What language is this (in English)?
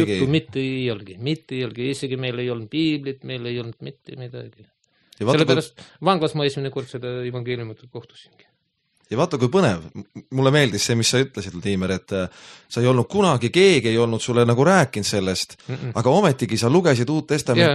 Estonian